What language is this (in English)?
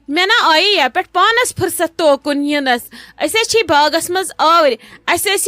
Kashmiri